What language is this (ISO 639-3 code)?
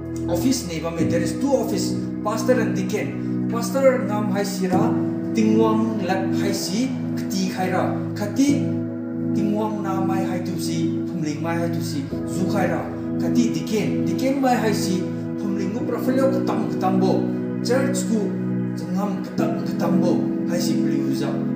njn